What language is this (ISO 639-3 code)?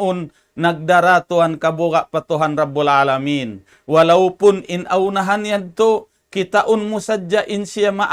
tsg